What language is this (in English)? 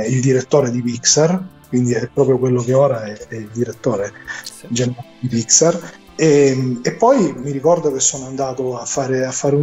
Italian